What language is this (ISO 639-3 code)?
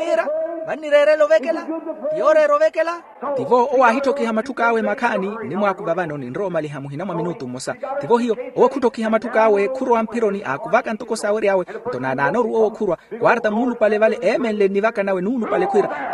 vmw